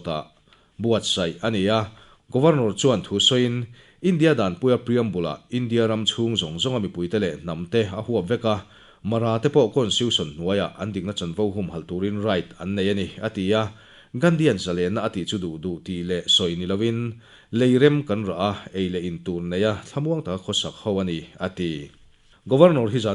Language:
Mizo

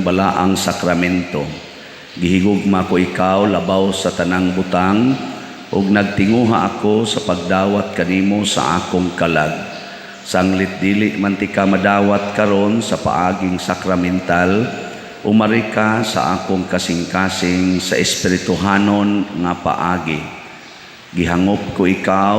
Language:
Cebuano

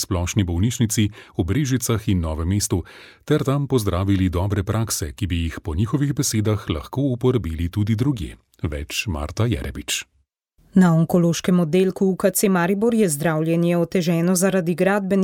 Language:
Slovenian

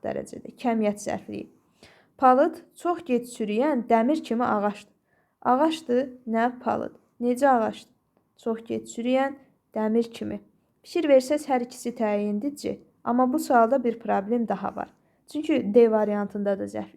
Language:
Azerbaijani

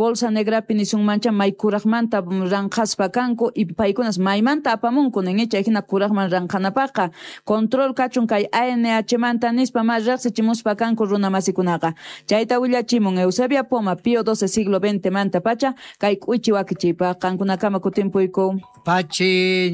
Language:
Quechua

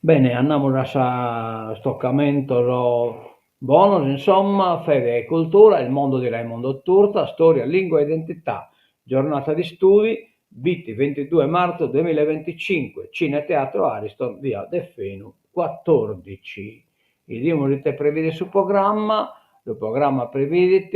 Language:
Sardinian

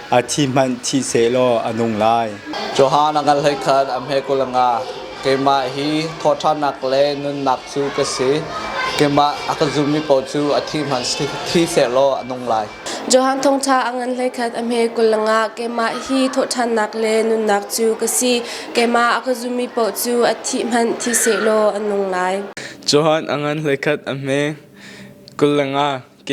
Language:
Hakha Chin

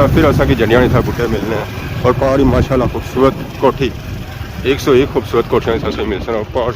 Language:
Pahari-Potwari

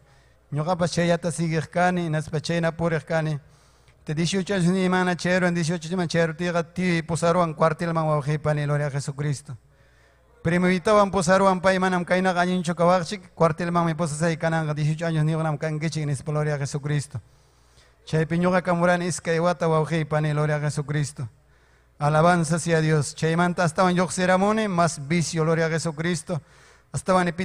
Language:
Ayacucho Quechua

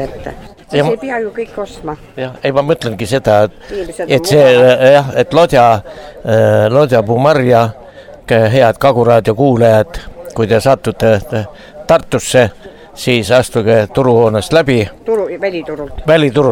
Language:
Estonian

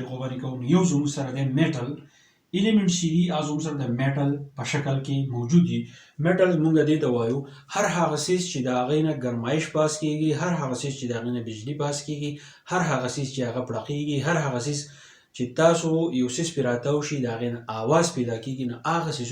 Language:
Pashto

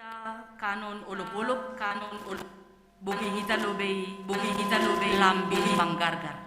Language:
Batak Simalungun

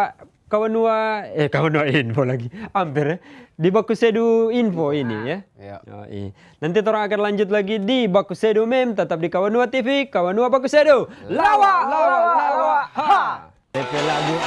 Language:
Manado Malay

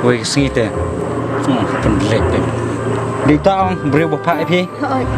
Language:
Khasi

